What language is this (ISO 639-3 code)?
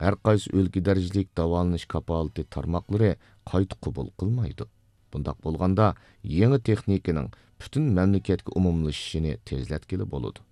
uig